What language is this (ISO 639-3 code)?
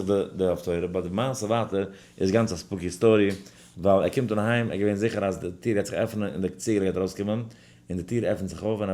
yid